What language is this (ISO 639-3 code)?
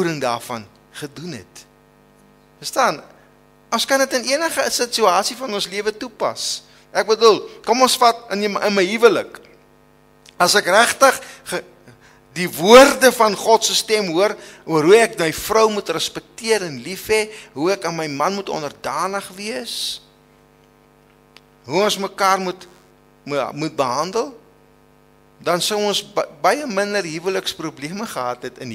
afr